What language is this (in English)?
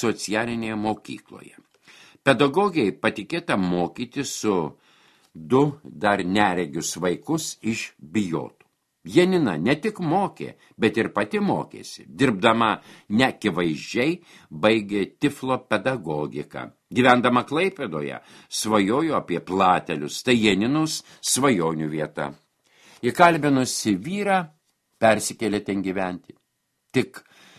Lithuanian